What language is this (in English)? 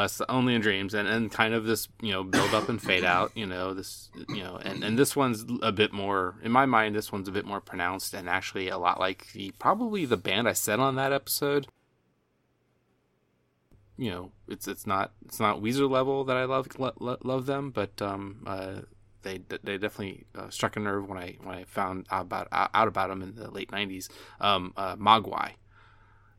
English